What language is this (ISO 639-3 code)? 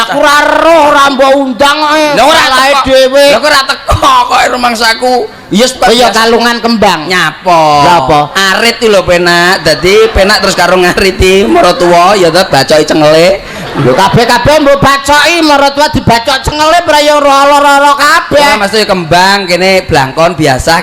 jav